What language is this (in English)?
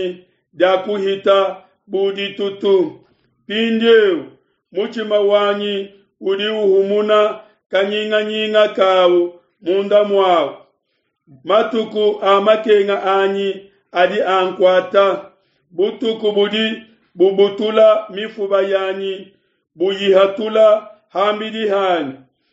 Luba-Lulua